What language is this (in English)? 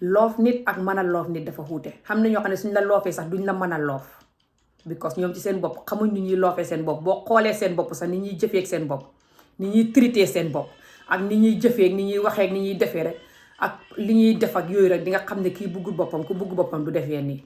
Wolof